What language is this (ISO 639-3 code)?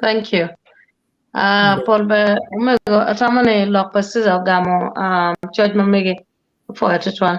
ach